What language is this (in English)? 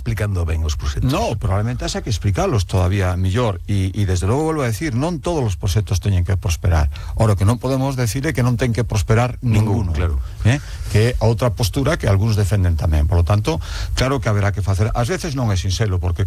Galician